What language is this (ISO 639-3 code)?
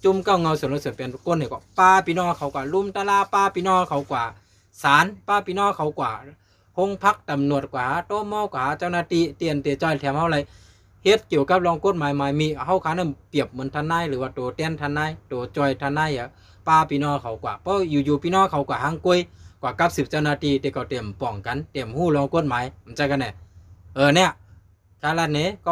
shn